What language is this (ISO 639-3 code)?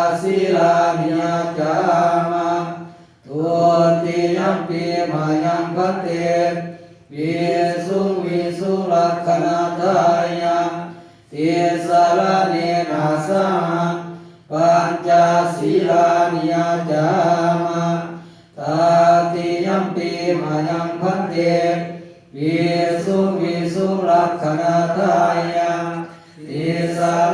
pli